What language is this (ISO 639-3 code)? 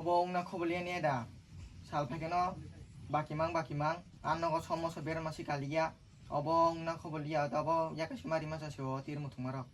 trp